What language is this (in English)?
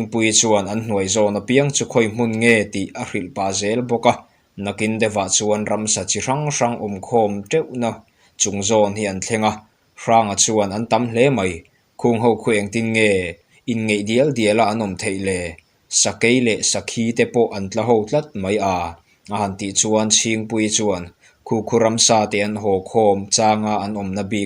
Mizo